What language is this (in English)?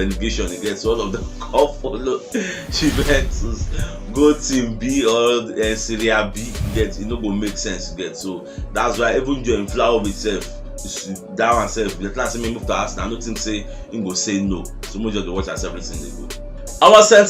Nigerian Pidgin